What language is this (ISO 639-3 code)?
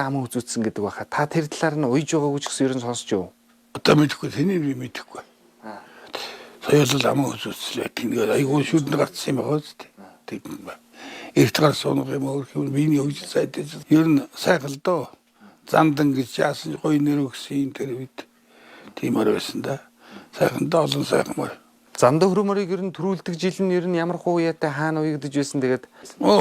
mon